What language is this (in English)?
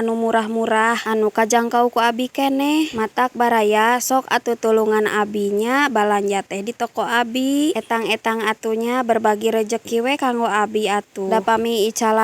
Sundanese